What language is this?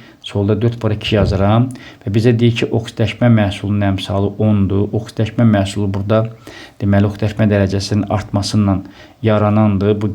Azerbaijani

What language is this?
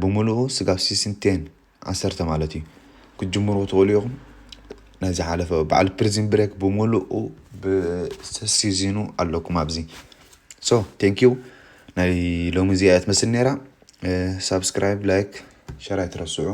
Tigrinya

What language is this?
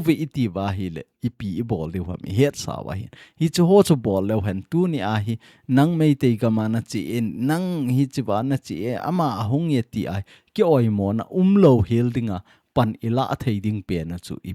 Thado Chin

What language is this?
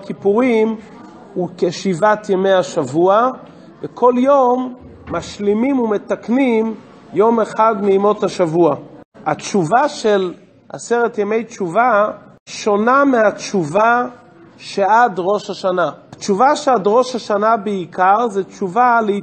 Hebrew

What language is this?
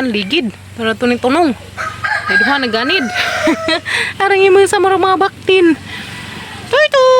Cebuano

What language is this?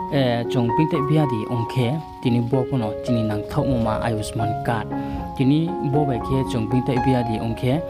Riang (India)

